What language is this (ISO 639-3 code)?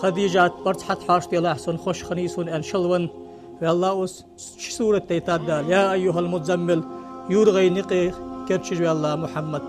inh